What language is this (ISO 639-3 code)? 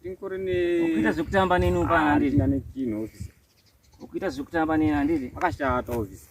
sna